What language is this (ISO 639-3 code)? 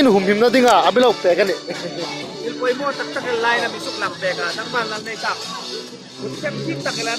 hmr